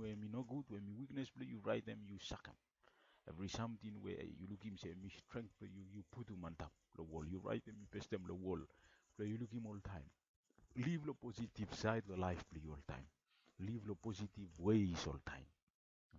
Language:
Bislama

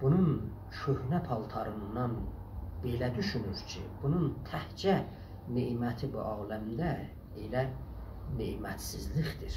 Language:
South Azerbaijani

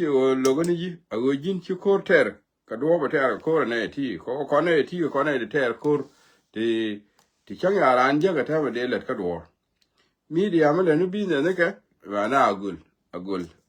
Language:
Nuer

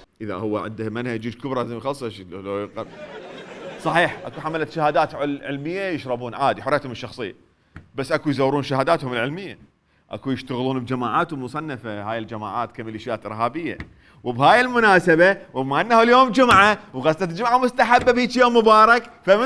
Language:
Mesopotamian Arabic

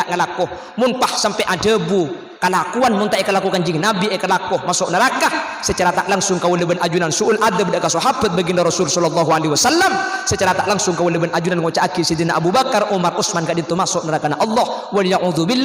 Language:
Madurese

